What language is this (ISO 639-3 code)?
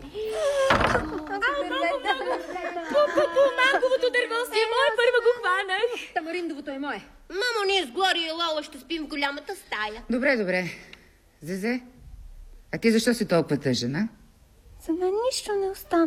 bul